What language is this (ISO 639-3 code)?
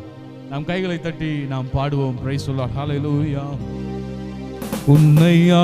tam